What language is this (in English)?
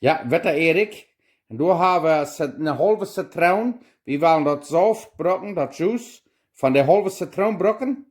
Plautdietsch